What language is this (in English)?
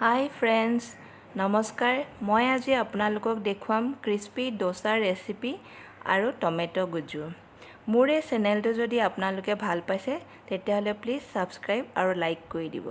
Assamese